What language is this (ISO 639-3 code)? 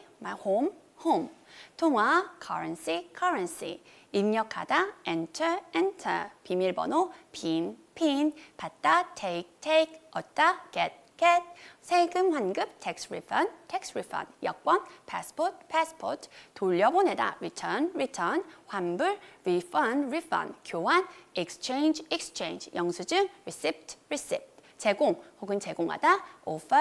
kor